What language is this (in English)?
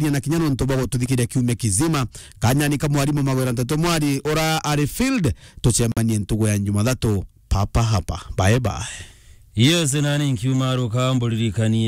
Meru